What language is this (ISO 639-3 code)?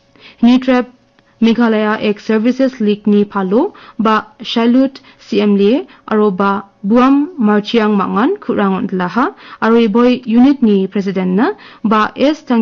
grt